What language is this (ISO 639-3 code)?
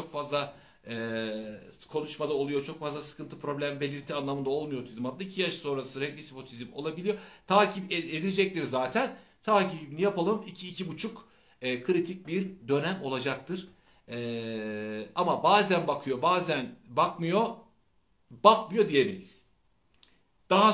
tur